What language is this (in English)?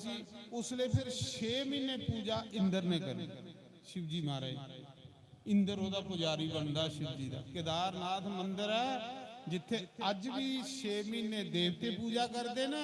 Dogri